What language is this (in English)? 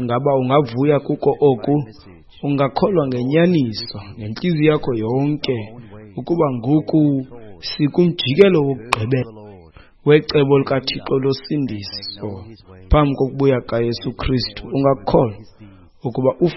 Xhosa